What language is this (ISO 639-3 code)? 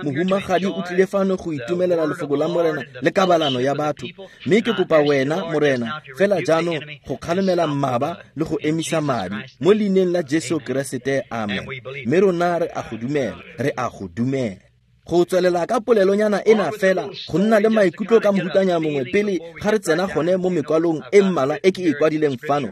tsn